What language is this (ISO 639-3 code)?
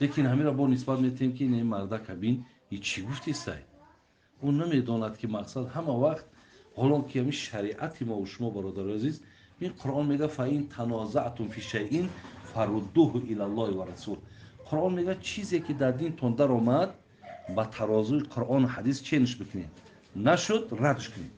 tgk